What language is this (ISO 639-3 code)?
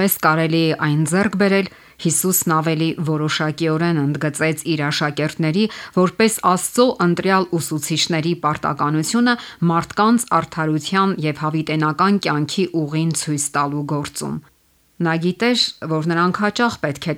hye